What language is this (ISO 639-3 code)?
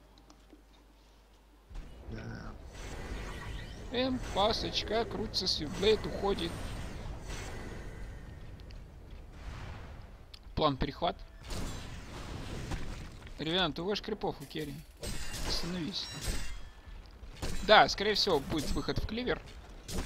rus